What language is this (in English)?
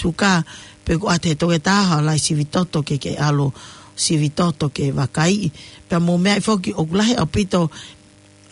Tongan